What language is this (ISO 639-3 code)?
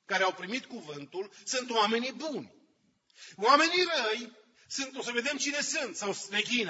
ron